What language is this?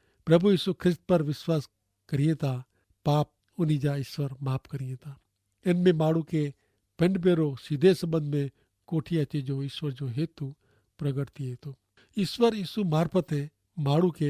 Kachhi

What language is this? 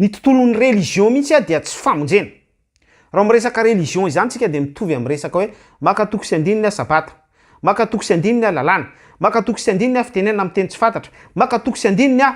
Malagasy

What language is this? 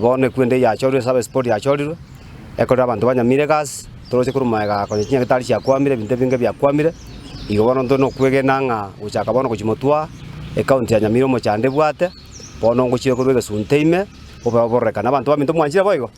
Gusii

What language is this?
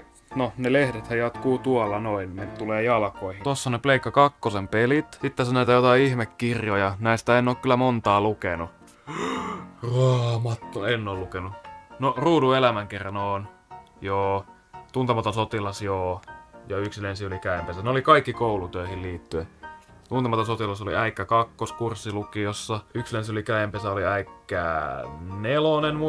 Finnish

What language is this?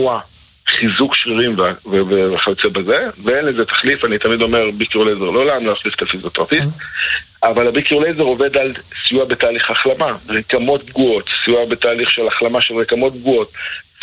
Hebrew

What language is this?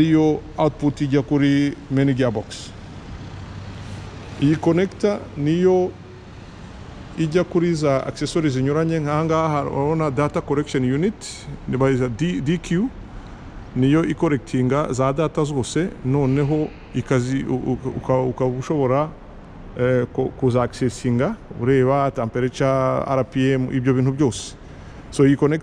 Kinyarwanda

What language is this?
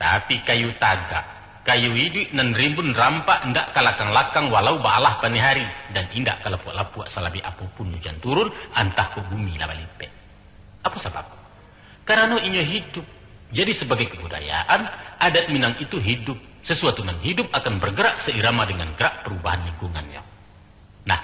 Minangkabau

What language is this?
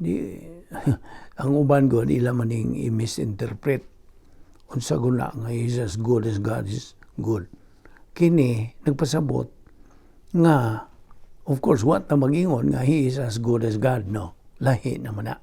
Cebuano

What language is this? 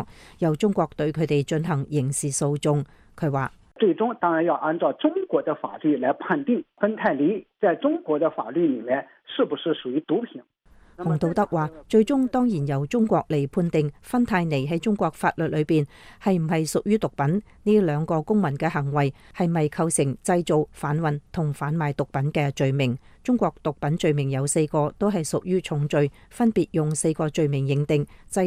Cantonese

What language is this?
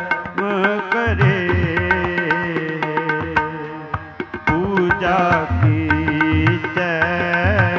Punjabi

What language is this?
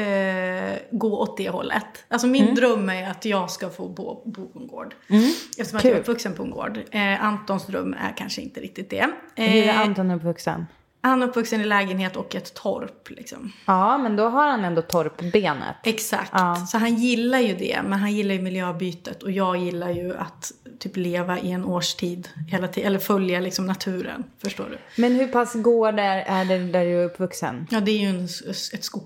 Swedish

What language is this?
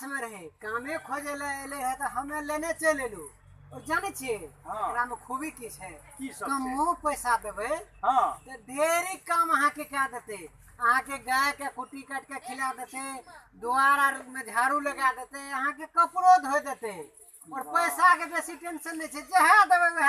Maithili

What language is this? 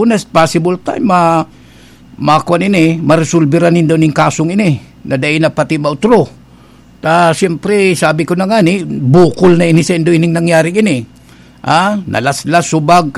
Bikol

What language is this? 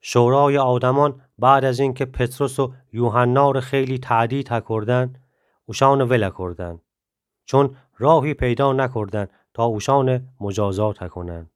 Gilaki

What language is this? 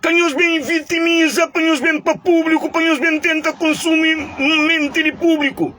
Kabuverdianu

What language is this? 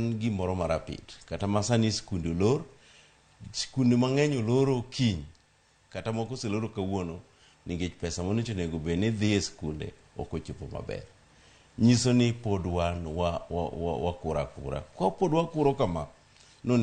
Luo (Kenya and Tanzania)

